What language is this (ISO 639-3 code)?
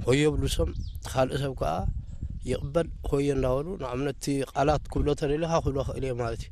tir